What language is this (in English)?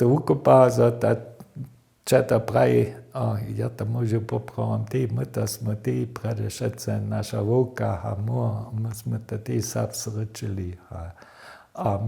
Upper Sorbian